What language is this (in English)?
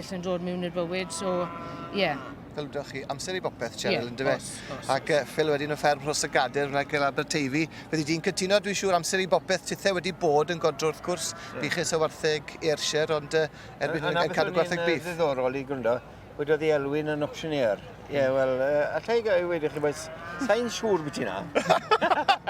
Welsh